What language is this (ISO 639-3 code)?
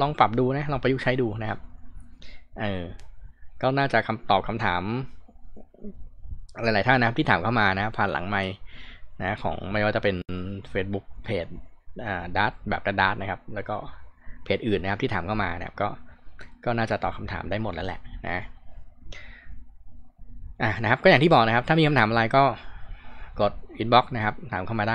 tha